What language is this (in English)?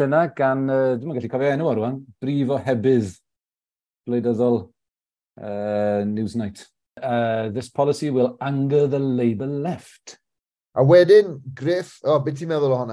Welsh